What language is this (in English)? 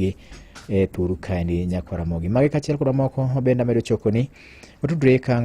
Luo (Kenya and Tanzania)